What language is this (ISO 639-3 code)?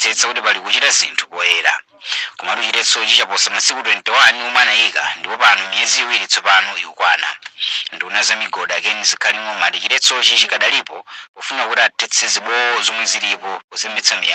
nya